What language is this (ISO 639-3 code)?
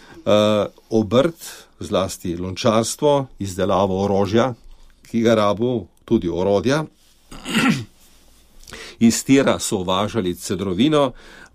slv